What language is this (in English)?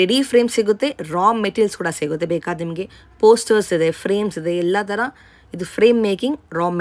Kannada